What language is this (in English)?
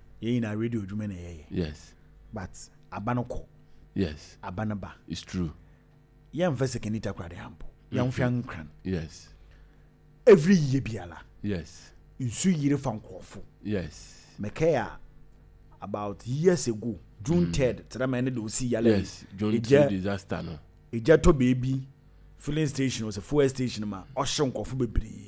Akan